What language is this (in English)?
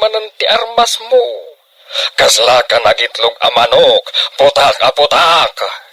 Iloko